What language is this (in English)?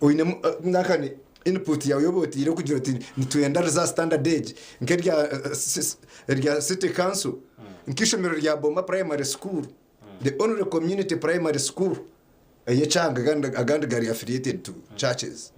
Nyankole